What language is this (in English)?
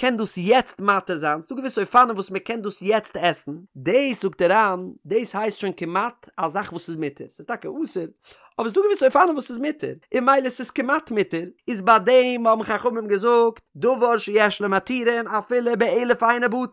Yiddish